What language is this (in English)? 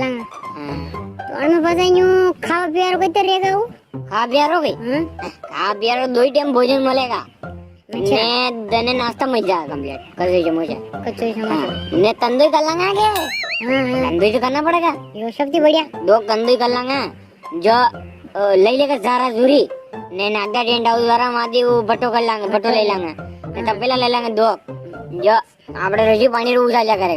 Rajasthani